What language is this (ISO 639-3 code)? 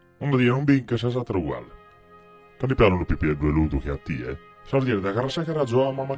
srd